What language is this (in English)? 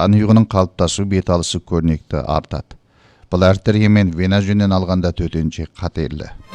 Kazakh